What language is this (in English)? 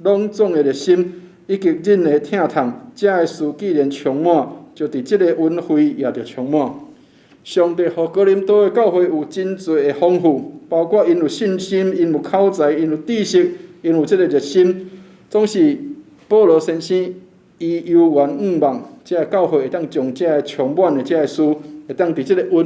Min Nan Chinese